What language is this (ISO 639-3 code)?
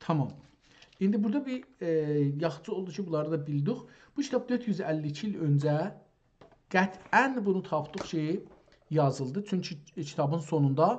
azb